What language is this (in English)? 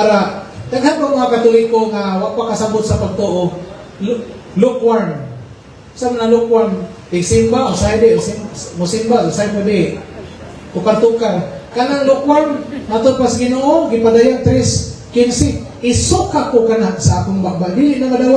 Cebuano